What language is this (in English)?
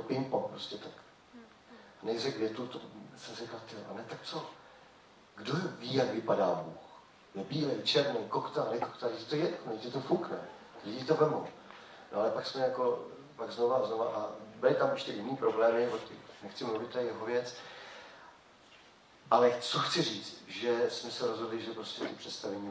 Czech